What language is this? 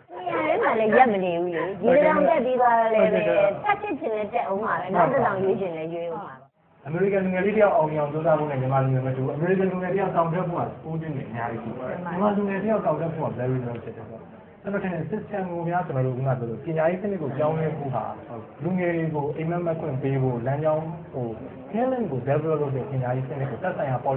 Burmese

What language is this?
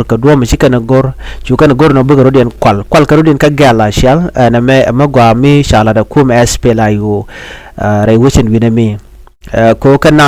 Nuer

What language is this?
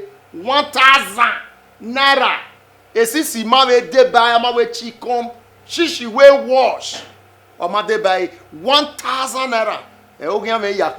Bini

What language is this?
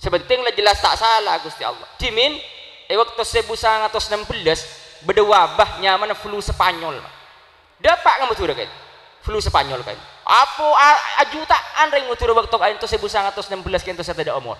Madurese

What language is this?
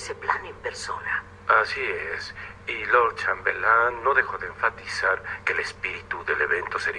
Spanish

